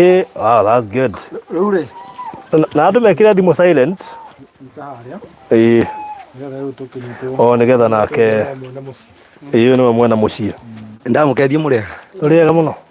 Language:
Kikuyu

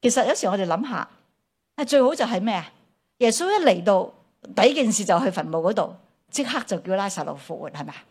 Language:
Cantonese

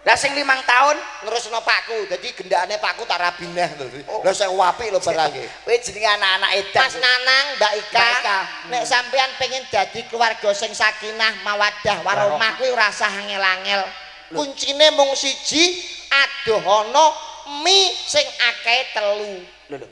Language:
Javanese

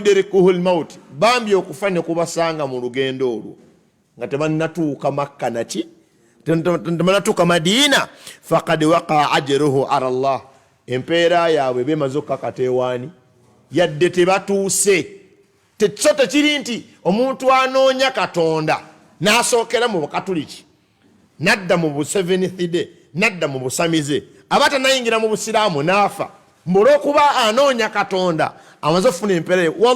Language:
Ganda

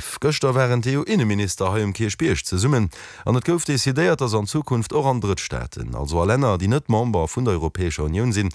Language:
Luxembourgish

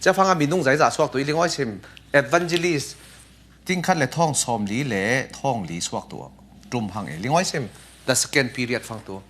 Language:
Falam Chin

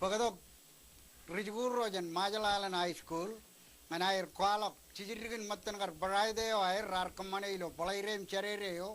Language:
Marshallese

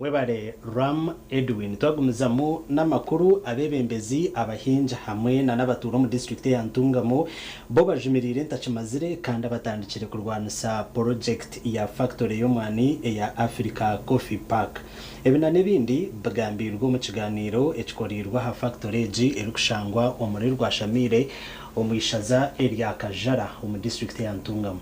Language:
Nyankole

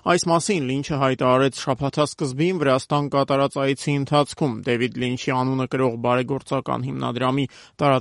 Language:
Armenian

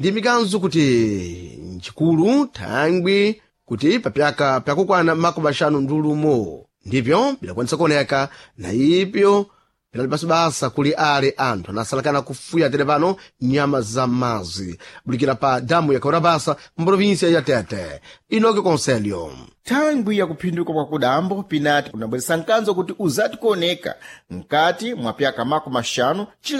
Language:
Sena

